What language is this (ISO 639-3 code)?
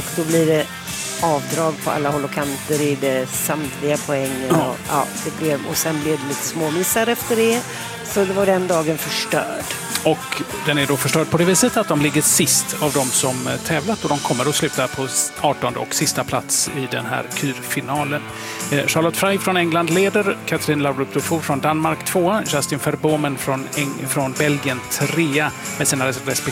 swe